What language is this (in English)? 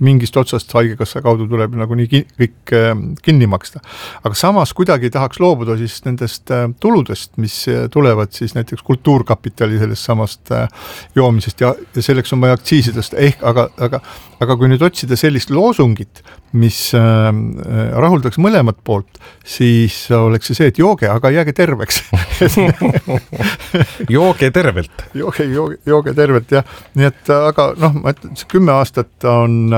Estonian